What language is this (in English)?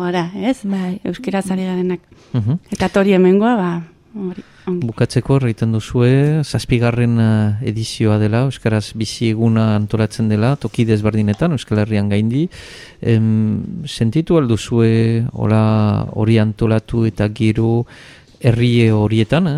Basque